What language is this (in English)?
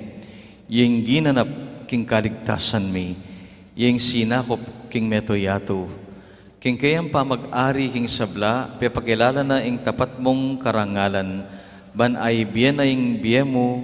Pampanga